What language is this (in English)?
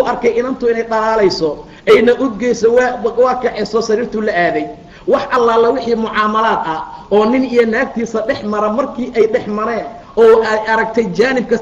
Somali